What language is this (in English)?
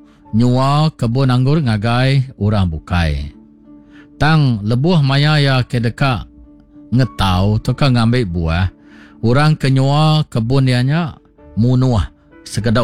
Iban